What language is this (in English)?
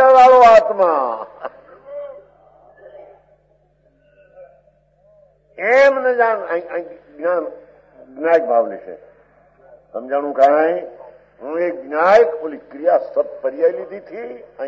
Gujarati